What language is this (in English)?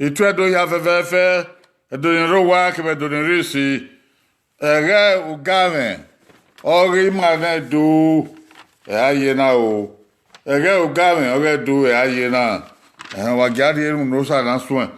Bini